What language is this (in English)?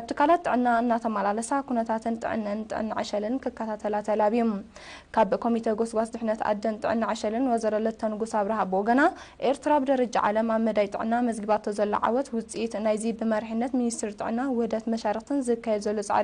Tigrinya